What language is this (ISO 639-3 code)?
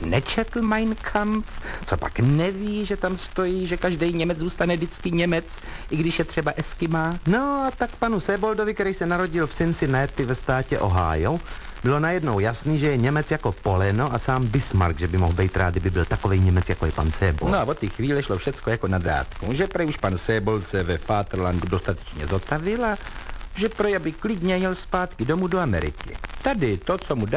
ces